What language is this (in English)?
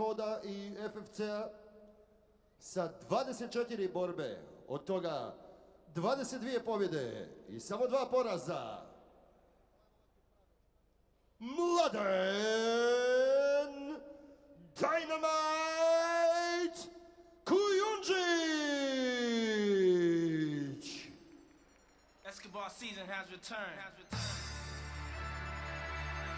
Croatian